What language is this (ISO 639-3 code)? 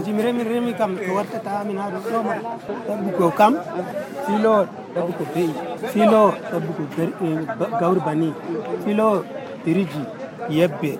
fuv